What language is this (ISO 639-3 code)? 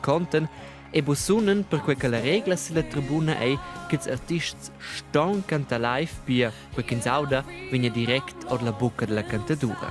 roh